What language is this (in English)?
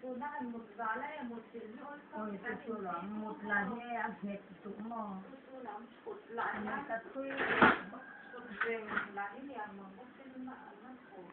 Mizo